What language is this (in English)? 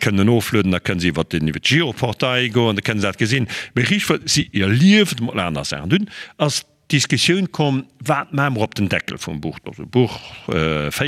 Luxembourgish